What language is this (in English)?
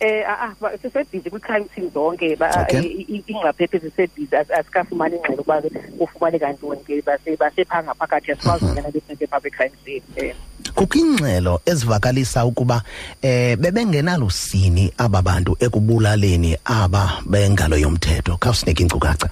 Xhosa